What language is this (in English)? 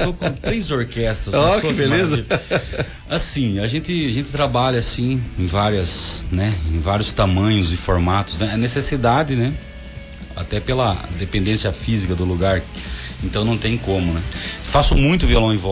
Portuguese